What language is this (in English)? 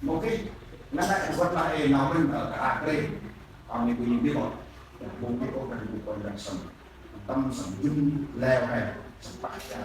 Central Mnong